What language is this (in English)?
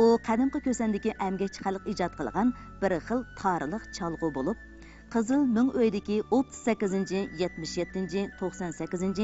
Uyghur